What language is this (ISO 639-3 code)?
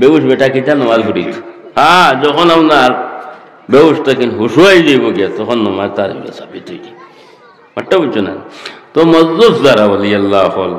syl